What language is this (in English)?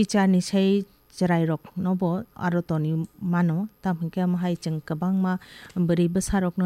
Kok Borok